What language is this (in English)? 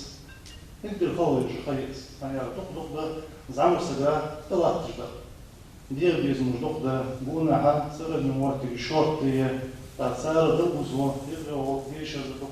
Ingush